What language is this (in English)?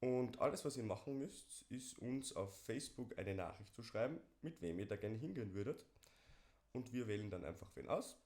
Bavarian